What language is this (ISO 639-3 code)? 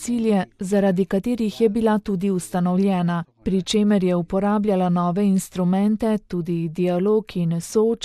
slv